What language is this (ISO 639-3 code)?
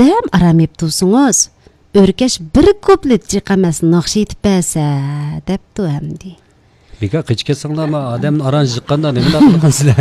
uig